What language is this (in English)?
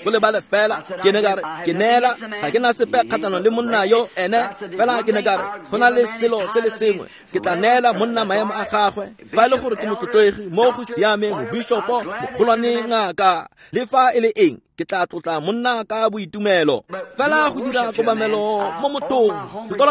Tswana